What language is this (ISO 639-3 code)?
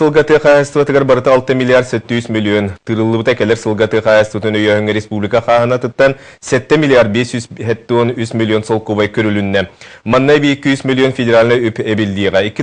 sah